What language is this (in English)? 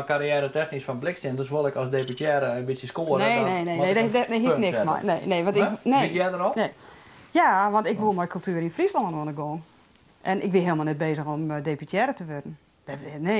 Western Frisian